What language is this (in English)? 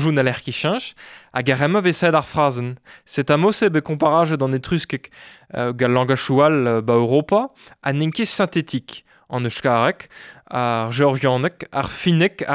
Breton